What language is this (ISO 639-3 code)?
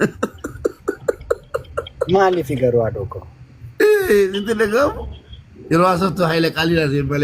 orm